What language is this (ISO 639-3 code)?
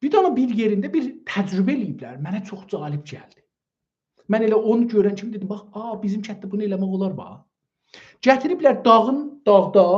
azb